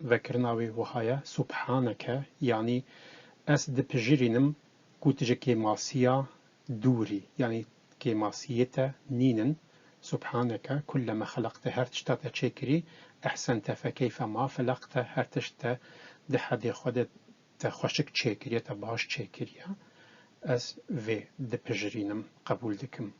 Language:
Kurdish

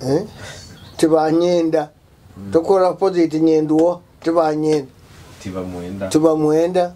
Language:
Nyoro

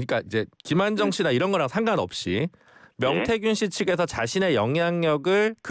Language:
Korean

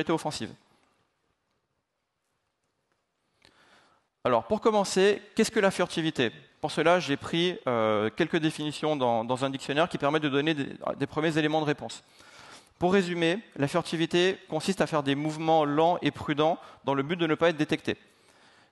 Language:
French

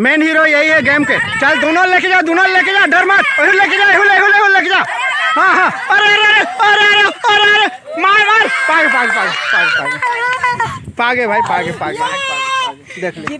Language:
Chhattisgarhi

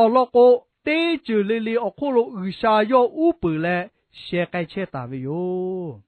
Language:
Lahu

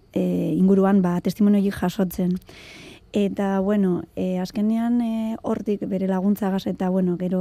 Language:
Basque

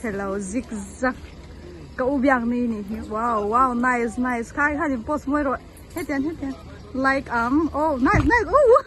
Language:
Mizo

